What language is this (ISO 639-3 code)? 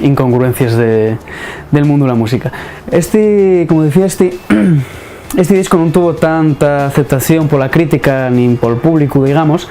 ast